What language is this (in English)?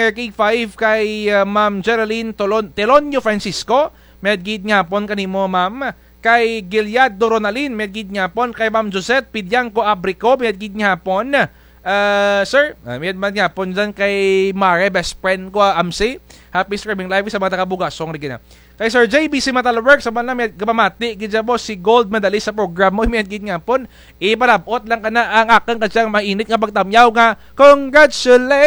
Kinaray-a